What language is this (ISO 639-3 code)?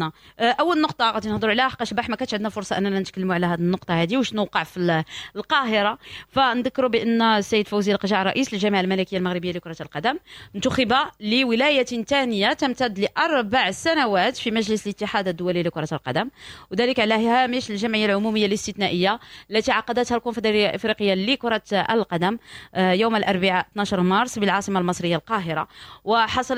ary